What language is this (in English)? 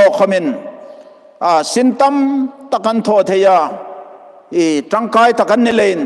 Hmar